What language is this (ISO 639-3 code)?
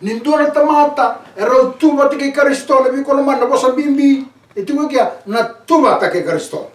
fij